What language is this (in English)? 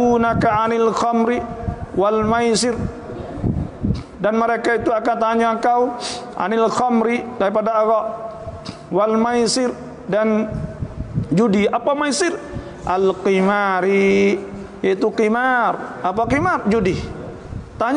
Malay